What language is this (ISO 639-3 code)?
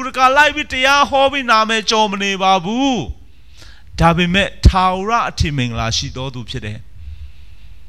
mya